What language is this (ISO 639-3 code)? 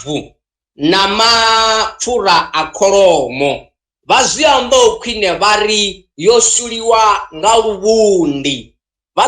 ven